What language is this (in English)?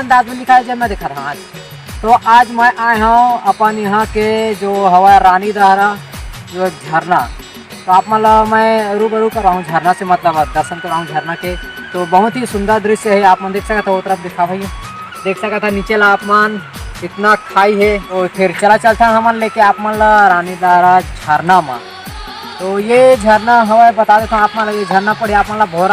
Chhattisgarhi